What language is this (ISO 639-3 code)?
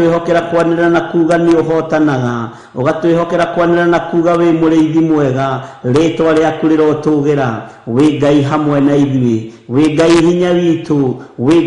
kik